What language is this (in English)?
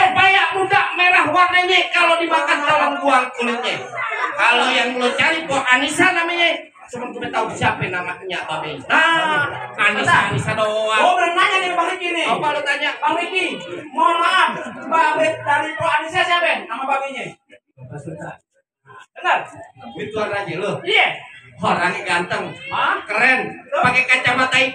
Betawi